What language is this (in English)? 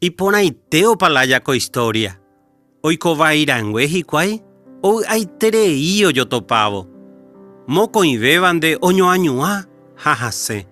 Guarani